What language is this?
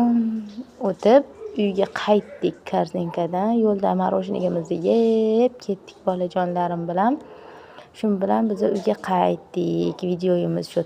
Uzbek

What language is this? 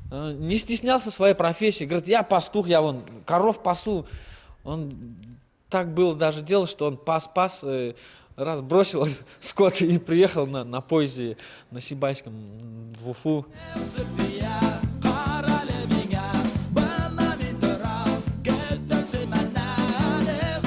Bashkir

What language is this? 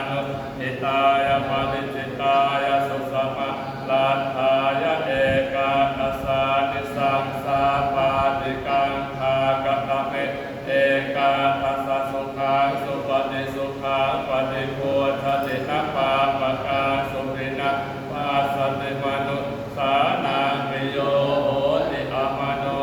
Pali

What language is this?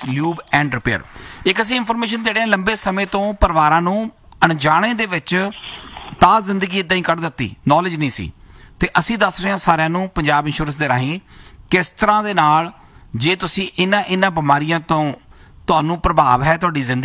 Punjabi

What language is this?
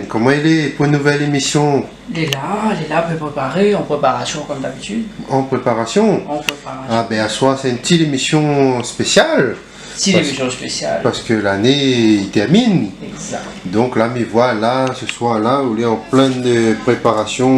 Réunion Creole French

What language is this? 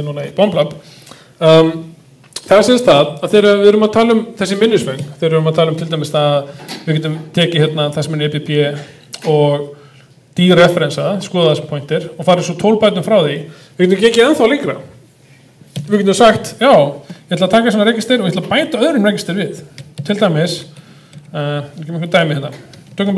Icelandic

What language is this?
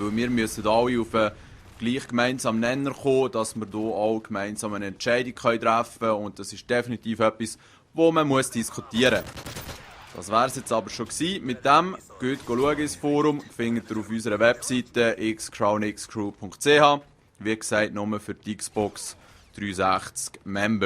Swiss German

